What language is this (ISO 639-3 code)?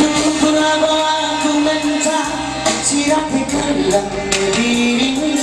btx